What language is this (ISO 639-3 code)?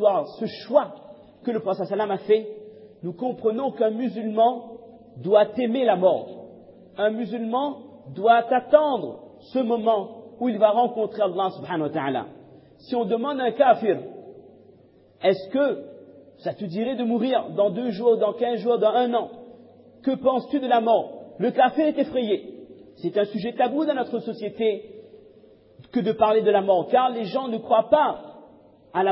fra